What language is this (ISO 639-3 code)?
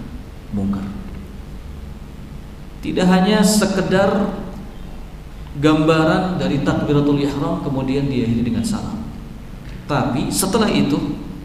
ind